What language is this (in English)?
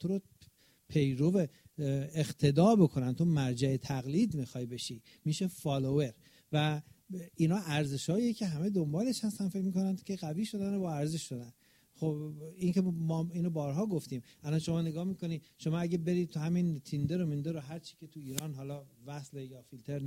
Persian